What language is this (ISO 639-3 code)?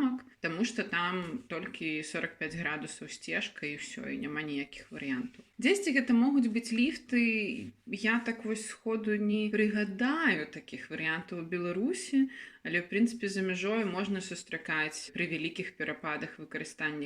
bel